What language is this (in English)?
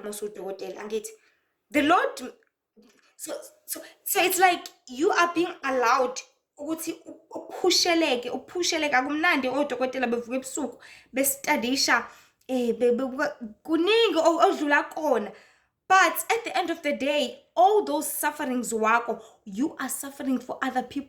Zulu